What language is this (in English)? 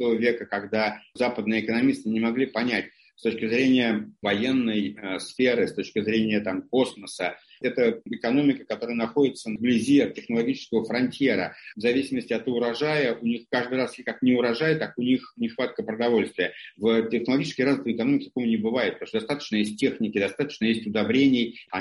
Russian